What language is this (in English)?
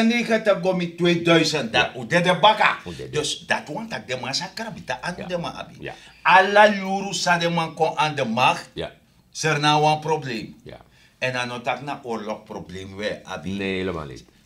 Sranan Tongo